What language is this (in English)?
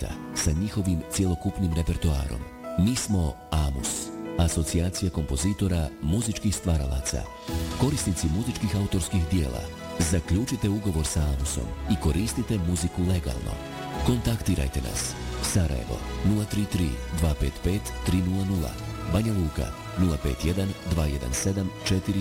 Bosnian